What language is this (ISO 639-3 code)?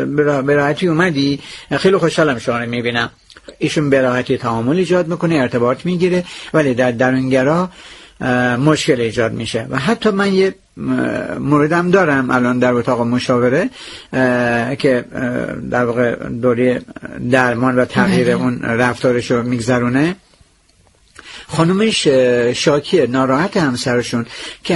fas